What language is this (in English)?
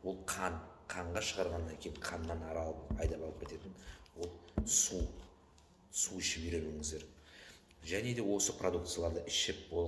Kazakh